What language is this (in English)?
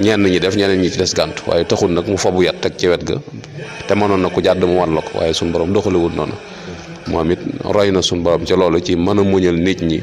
Wolof